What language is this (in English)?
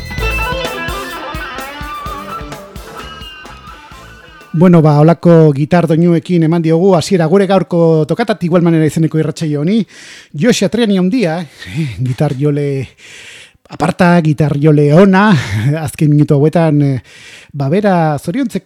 Basque